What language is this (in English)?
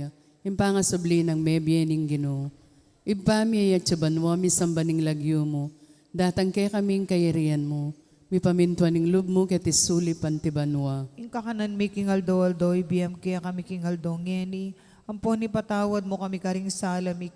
Pampanga